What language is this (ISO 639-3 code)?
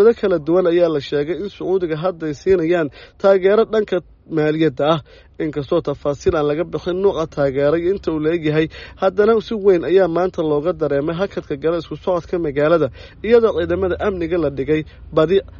som